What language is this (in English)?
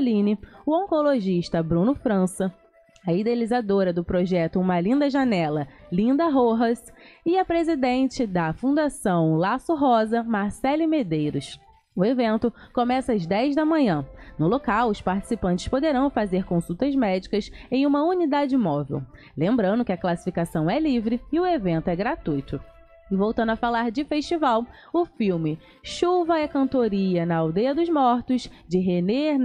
Portuguese